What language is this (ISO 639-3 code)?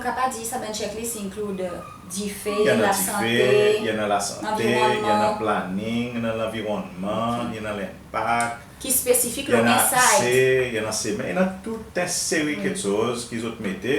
crs